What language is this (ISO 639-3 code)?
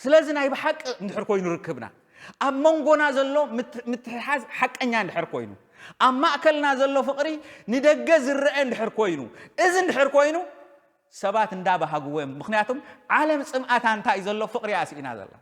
tir